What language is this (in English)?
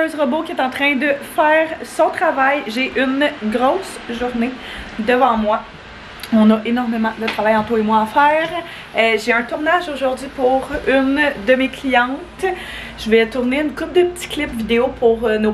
French